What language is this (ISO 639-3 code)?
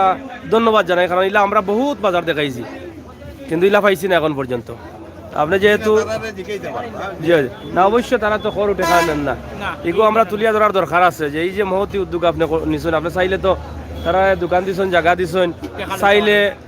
syl